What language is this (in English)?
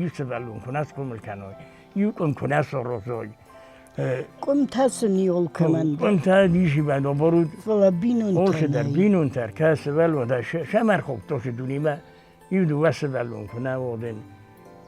Ossetic